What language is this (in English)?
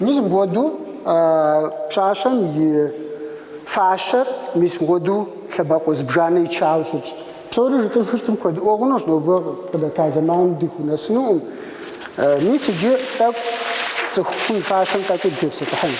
Kabardian